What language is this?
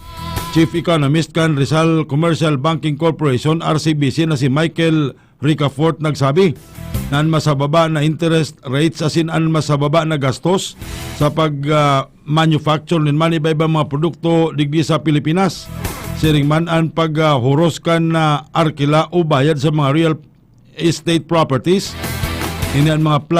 Bikol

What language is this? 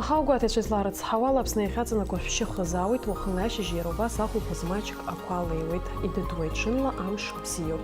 Abkhazian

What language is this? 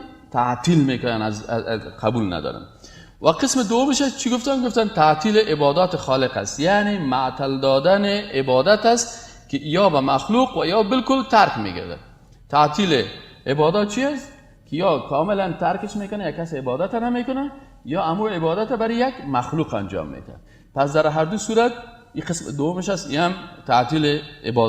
Persian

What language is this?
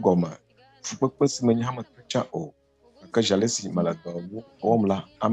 Ewe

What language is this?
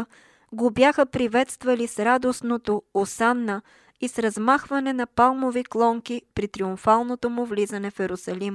Bulgarian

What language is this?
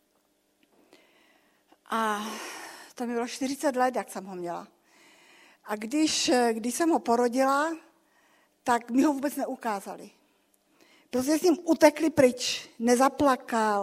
Czech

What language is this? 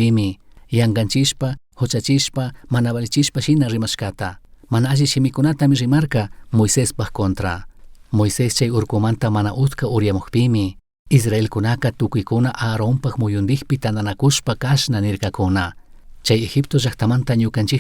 Chimborazo Highland Quichua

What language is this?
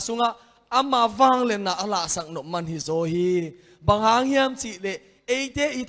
Tedim Chin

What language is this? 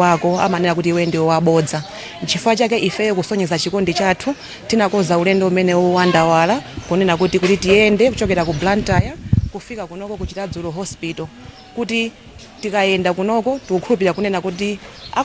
Nyanja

